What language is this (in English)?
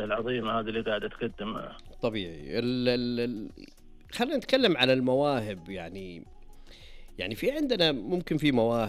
Najdi Arabic